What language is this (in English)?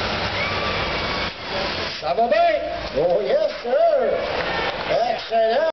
French